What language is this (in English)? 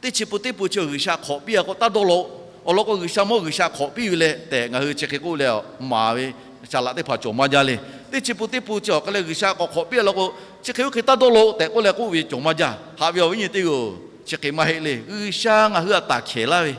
Lahu